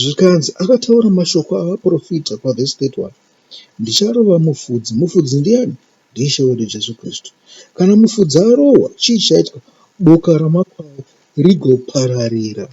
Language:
Shona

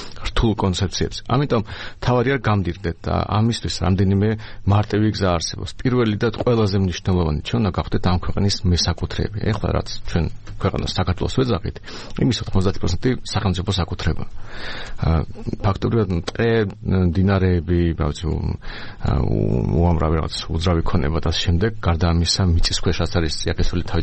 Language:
Georgian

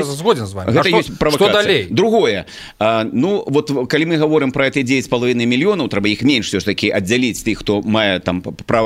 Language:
Belarusian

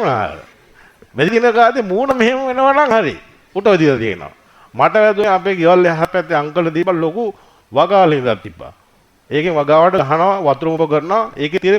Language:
Sinhala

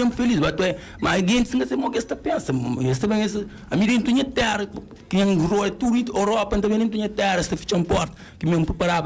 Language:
Kabuverdianu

